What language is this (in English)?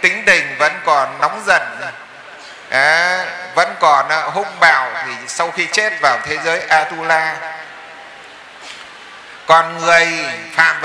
Vietnamese